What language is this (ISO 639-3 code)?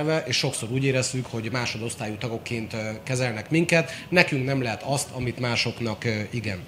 hun